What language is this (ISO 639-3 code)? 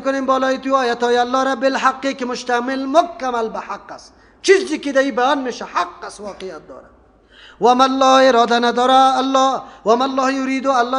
fas